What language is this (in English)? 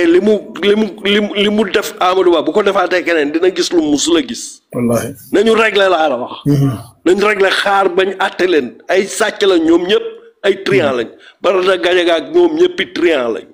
Wolof